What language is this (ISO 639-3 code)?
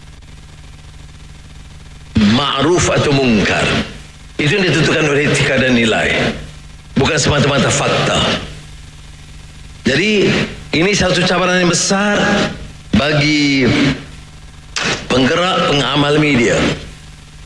msa